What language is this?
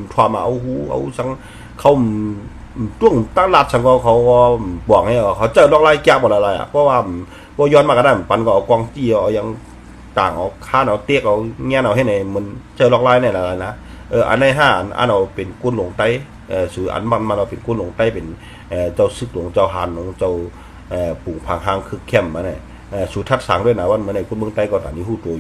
Shan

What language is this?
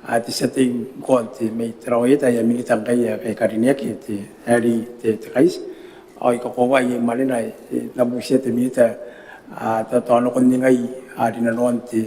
Gilbertese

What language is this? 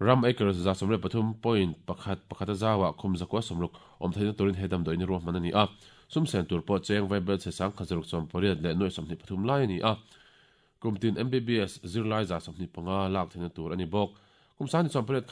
Mizo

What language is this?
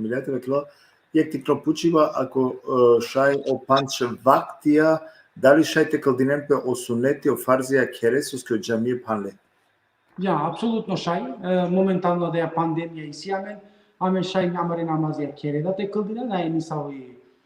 Balkan Romani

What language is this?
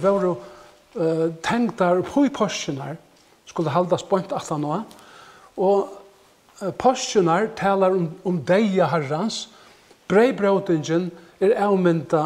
Faroese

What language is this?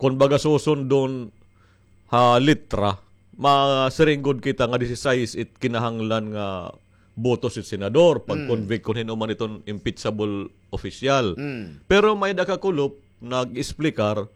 Waray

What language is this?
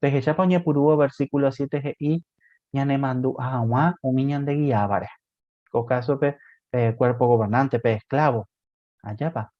Guarani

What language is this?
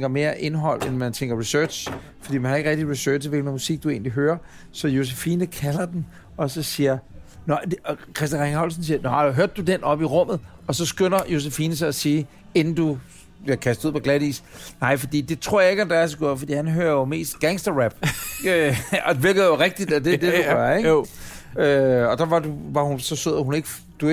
Danish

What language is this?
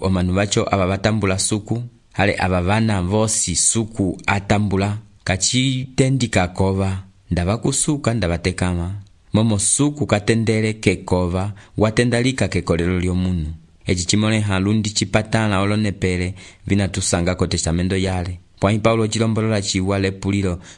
Umbundu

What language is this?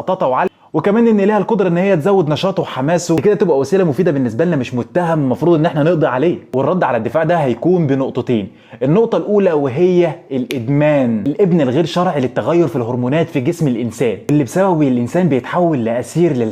Egyptian Arabic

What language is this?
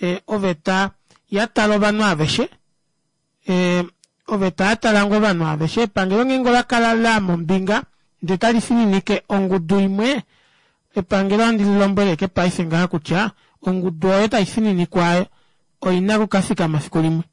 Kuanyama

